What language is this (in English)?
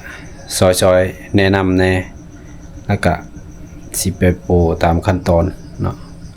Lao